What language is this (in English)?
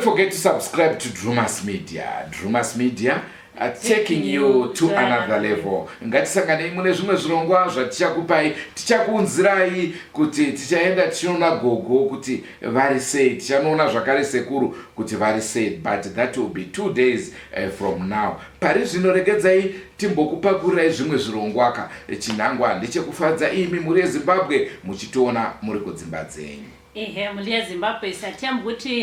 Shona